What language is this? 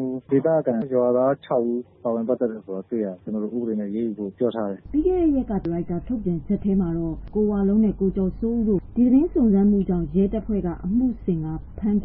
Burmese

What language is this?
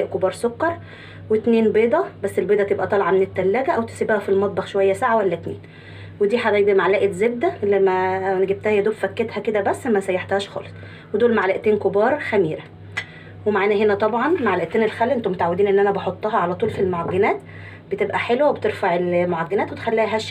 Egyptian Arabic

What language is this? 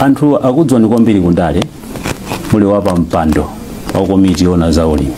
Nyanja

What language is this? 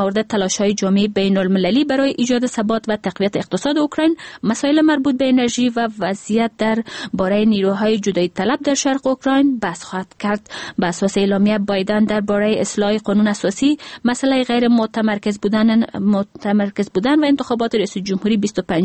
Persian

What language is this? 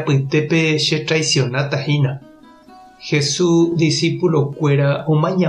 Guarani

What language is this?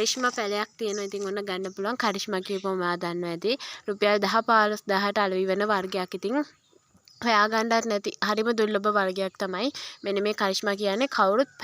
Sinhala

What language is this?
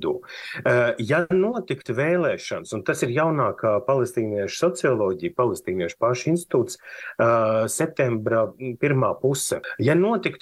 Latvian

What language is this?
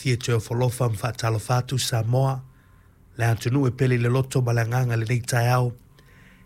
Samoan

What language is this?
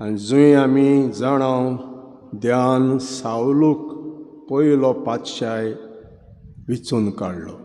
Konkani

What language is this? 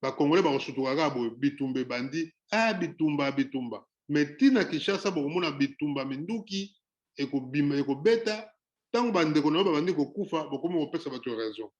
Lingala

